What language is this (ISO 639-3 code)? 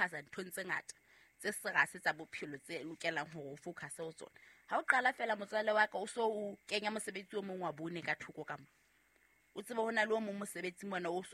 sot